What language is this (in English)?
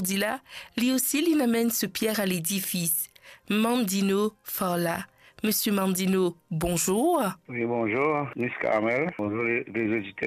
Morisyen